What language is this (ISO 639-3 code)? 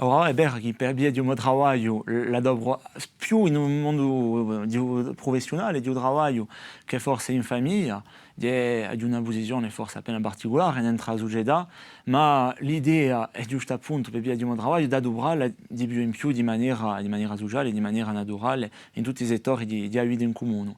cos